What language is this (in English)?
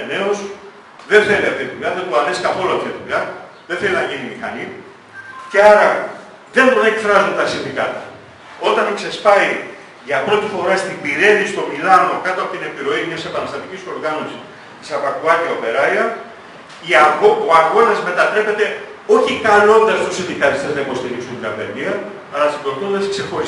Greek